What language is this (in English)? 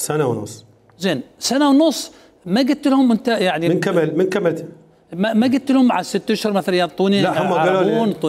Mesopotamian Arabic